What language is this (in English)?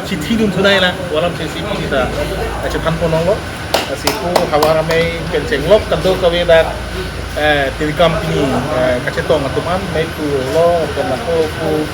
Karbi